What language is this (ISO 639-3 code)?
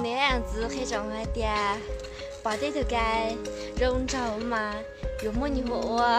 hmn